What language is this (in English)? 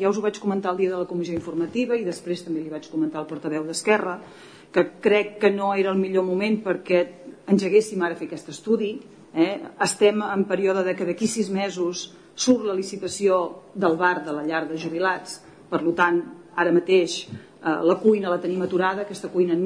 Catalan